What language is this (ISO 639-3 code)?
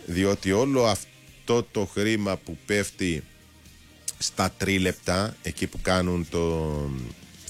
ell